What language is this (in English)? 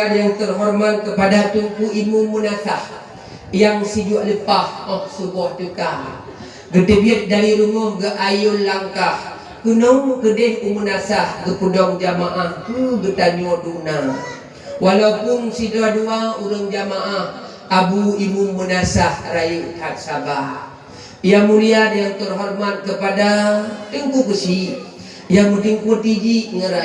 Achinese